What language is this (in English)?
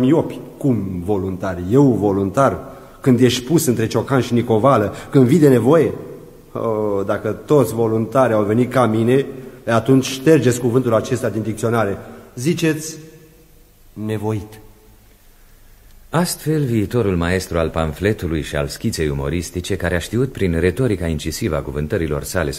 Romanian